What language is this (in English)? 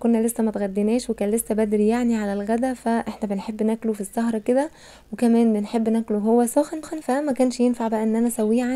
Egyptian Arabic